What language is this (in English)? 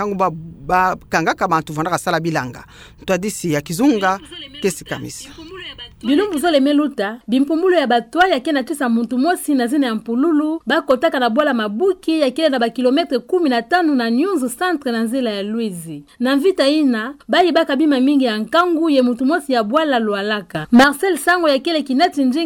Kituba (Democratic Republic of Congo)